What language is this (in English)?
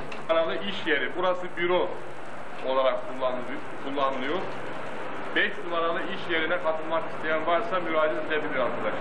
Turkish